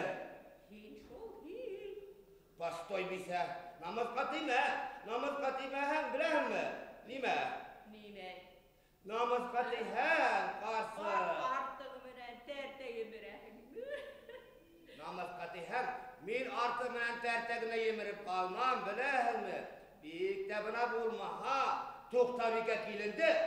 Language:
Bashkir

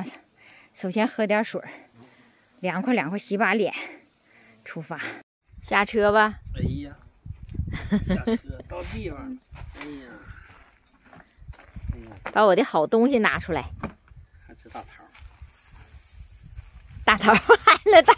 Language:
Chinese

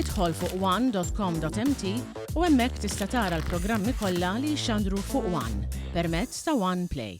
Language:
Maltese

